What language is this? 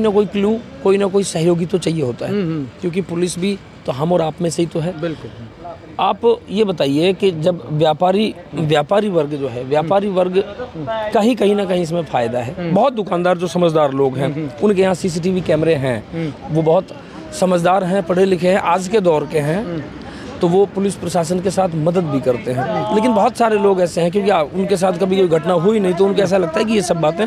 Hindi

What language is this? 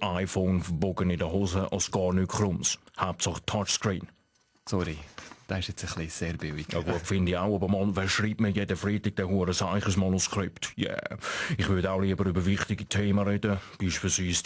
Swiss German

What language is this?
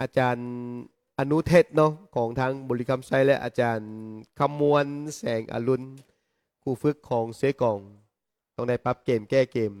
Lao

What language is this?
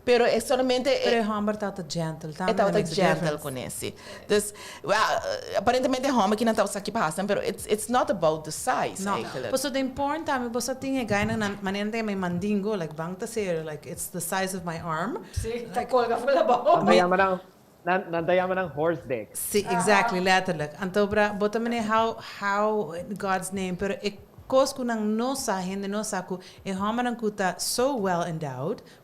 Papiamento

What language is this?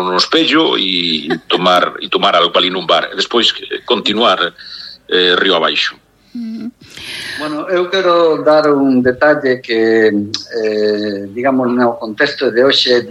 Galician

